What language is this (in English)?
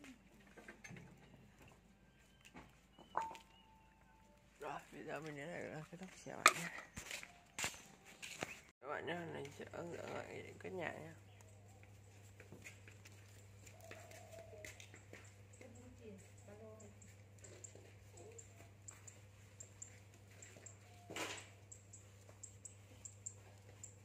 Vietnamese